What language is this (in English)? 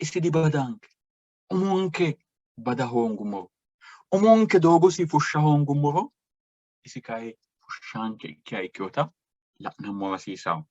Sidamo